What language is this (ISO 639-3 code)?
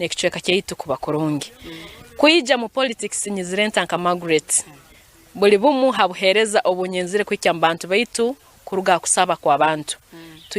nyn